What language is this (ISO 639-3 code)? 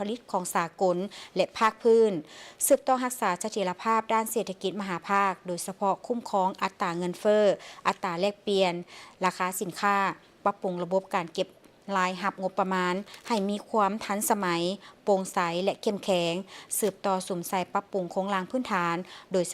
lao